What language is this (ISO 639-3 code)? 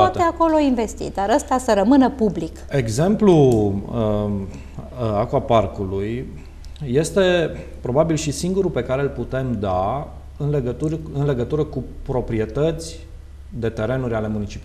ron